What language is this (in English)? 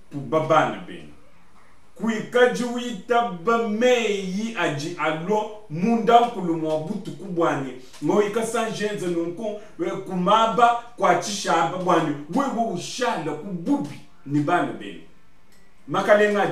Luba-Lulua